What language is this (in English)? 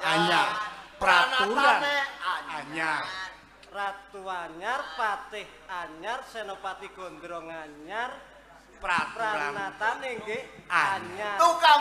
Javanese